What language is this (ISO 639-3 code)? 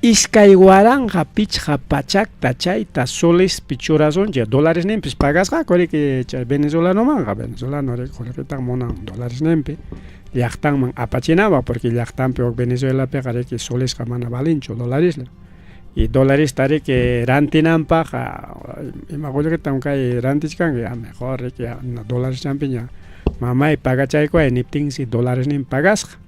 quy